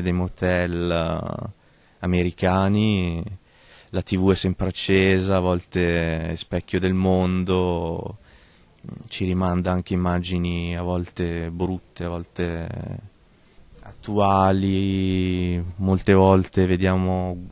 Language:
Italian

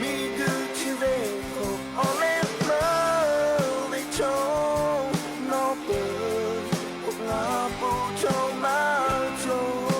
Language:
Lahu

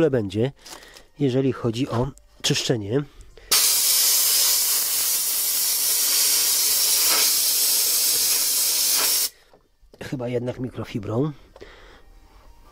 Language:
Polish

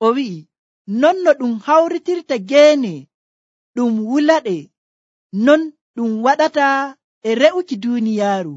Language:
Nigerian Fulfulde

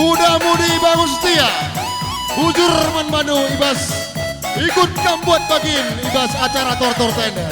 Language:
Batak Karo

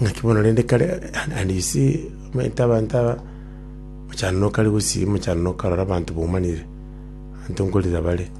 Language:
Gusii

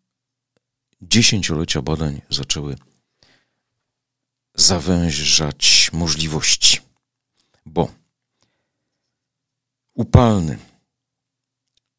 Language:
Polish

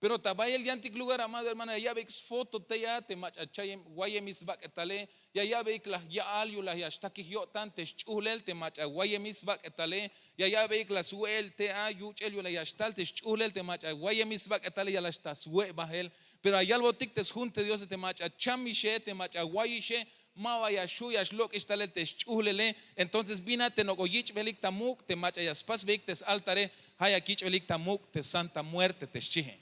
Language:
Tzeltal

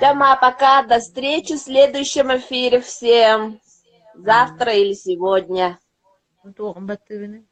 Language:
Yakut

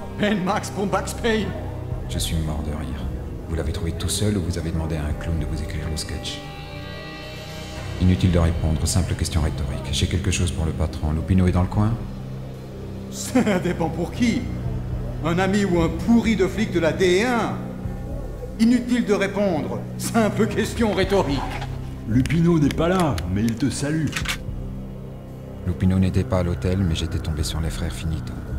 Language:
French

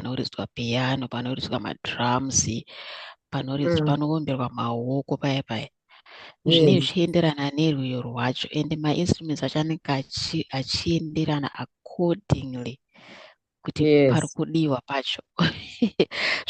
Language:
Shona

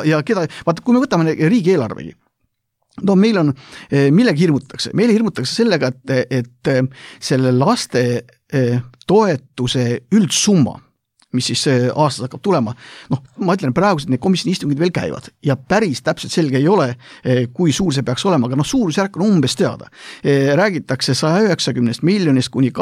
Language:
Estonian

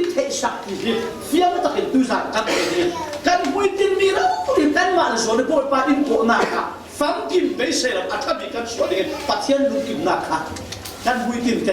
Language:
Falam Chin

